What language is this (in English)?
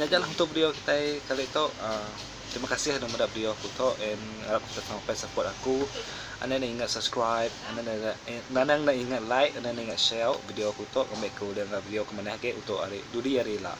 Iban